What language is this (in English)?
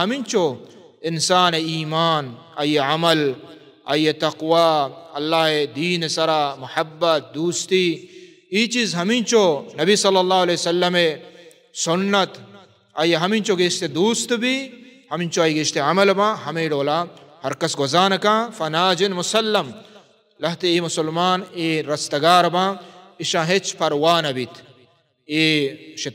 Baluchi